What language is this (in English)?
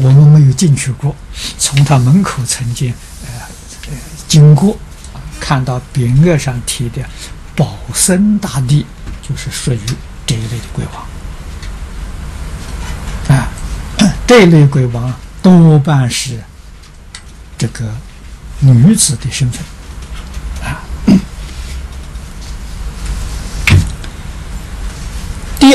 Chinese